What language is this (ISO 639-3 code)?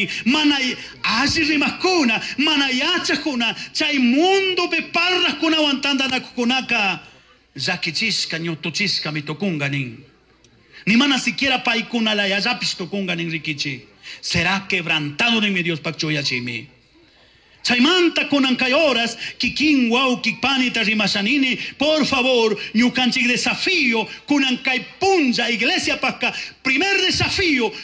qug